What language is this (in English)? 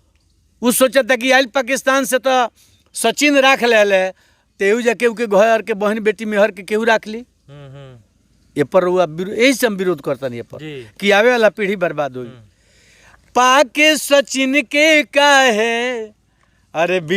Bhojpuri